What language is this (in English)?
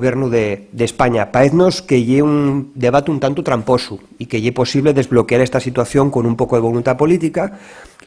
Asturian